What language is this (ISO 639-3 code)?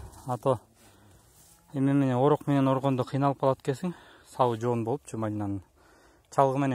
kaz